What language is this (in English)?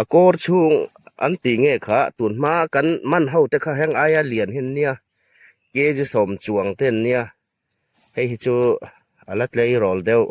Hmar